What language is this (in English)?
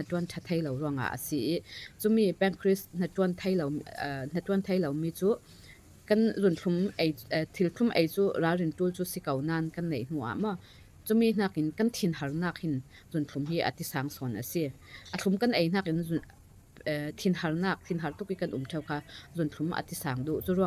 Falam Chin